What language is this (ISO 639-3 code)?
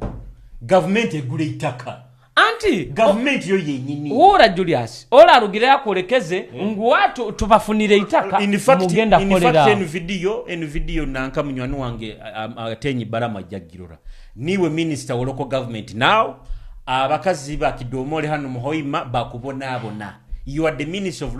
nyo